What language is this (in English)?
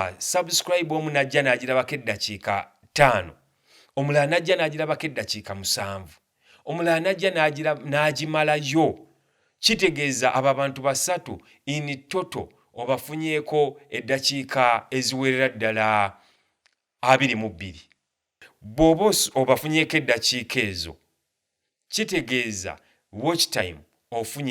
Ganda